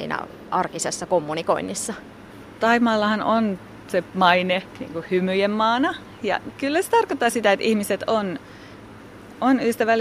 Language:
Finnish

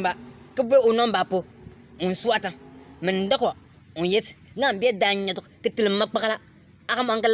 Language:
Bimoba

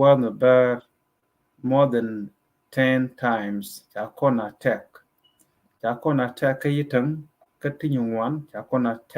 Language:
Nuer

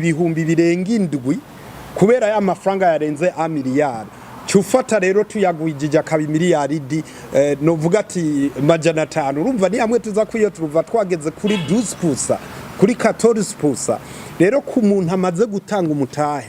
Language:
Rundi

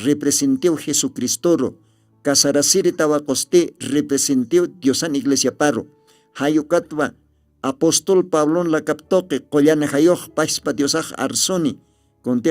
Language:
Aymara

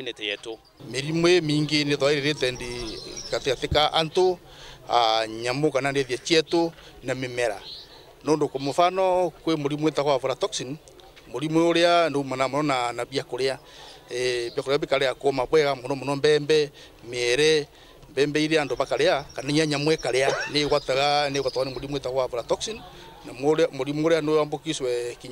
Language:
Meru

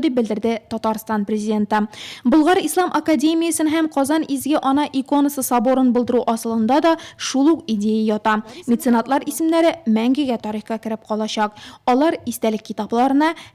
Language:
Tatar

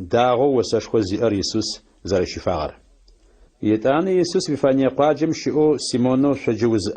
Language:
Adyghe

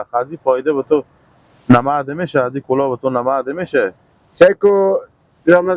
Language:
Persian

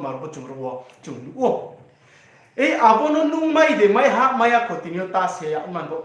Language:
Riang (India)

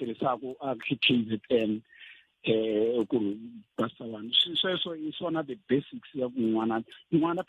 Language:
Tsonga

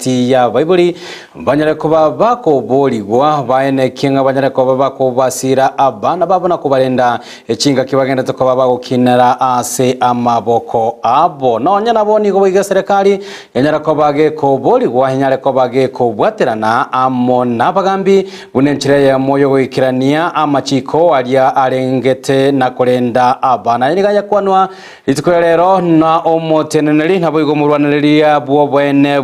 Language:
Gusii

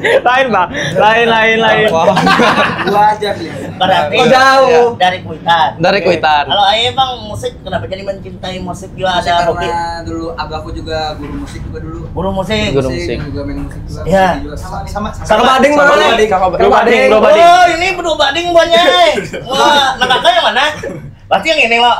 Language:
Banjar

